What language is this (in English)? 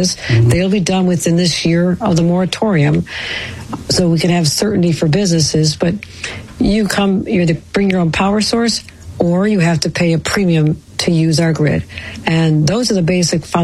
English